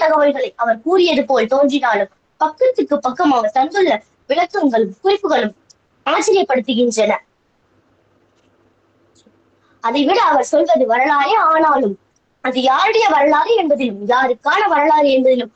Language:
Tamil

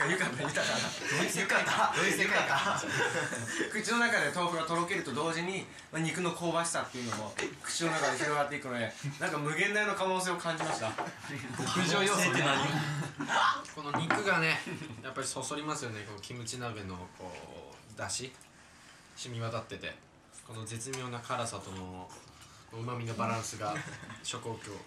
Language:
Japanese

